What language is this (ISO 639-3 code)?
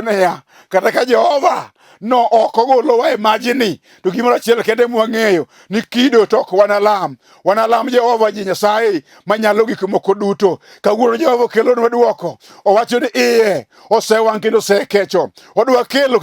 luo